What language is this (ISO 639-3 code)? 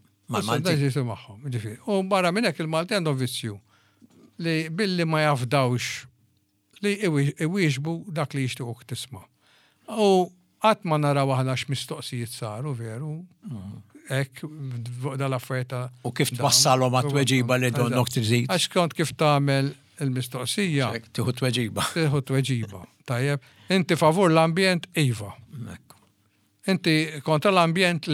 mlt